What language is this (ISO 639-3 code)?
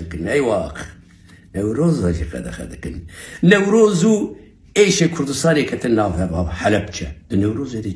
kur